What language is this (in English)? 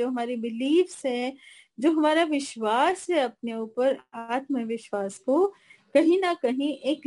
Hindi